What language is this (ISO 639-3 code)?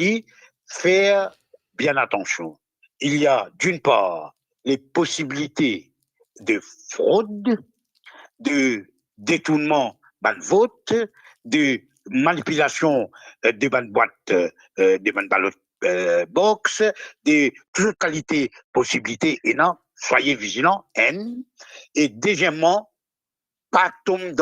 mfe